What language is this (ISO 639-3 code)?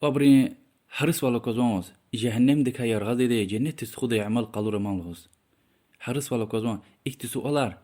lez